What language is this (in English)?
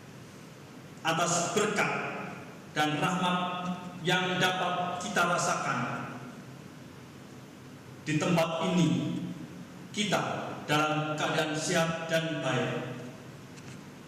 Indonesian